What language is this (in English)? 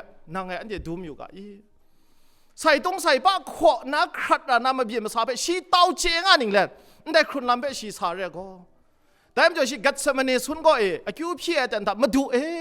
Kachin